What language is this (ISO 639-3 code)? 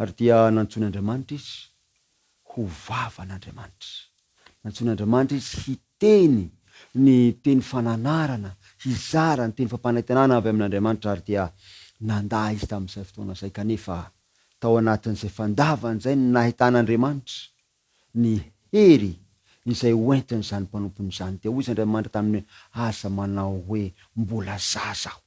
mlg